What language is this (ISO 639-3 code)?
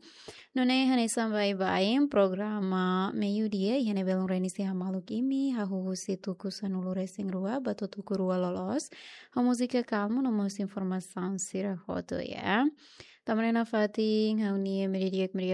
tet